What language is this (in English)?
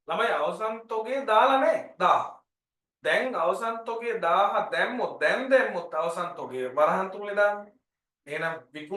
Sinhala